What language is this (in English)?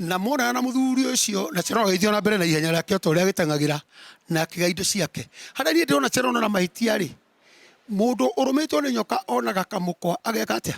Kikuyu